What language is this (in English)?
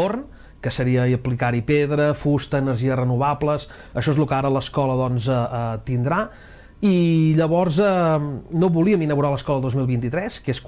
Catalan